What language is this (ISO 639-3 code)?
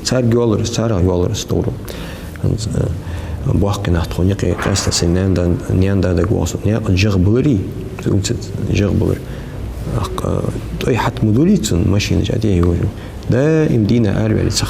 inh